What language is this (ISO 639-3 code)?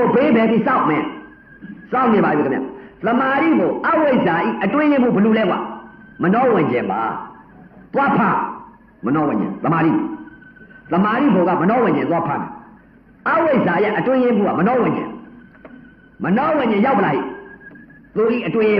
mya